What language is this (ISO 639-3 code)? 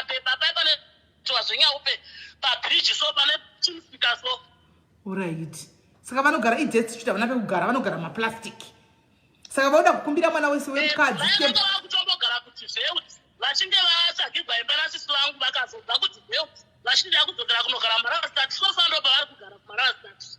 sna